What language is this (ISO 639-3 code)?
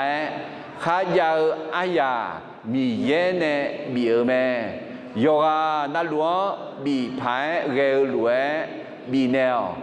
ahk